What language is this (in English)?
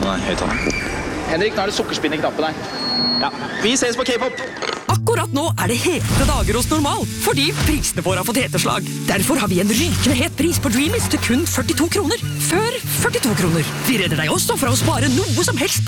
Norwegian